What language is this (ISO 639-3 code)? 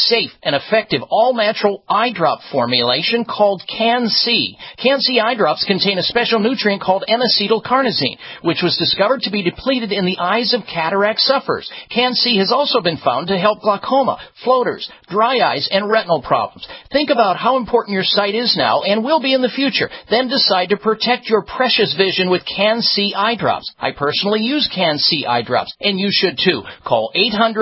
eng